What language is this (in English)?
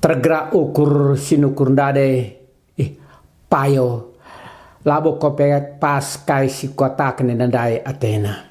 Batak Karo